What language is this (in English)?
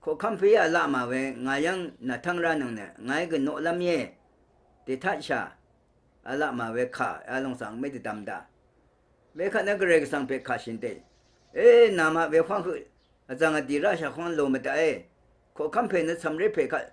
Rawang